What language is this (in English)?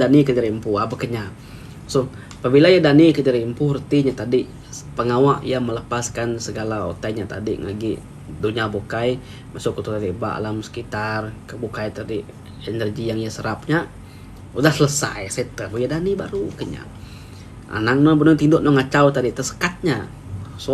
Iban